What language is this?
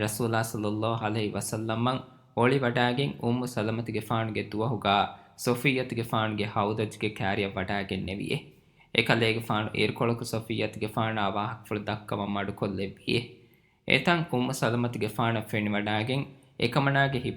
Divehi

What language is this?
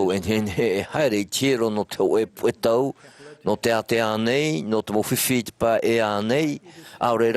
Tahitian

